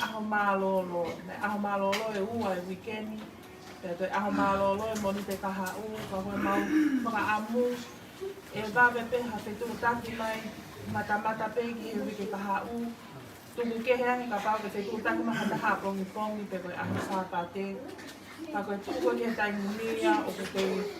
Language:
Tongan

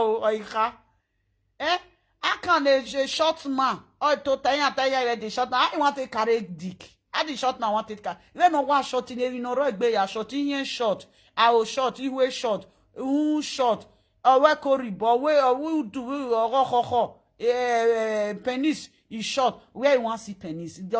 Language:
Nigerian Pidgin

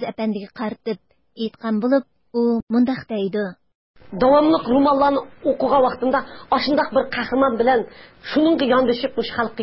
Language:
Uyghur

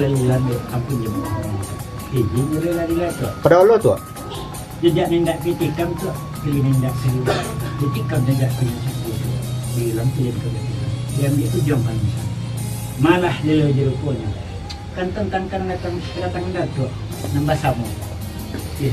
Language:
Minangkabau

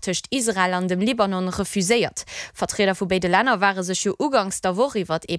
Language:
Luxembourgish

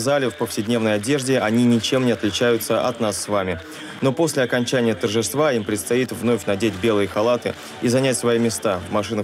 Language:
Russian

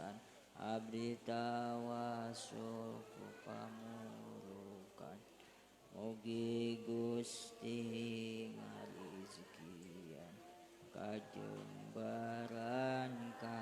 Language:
Sundanese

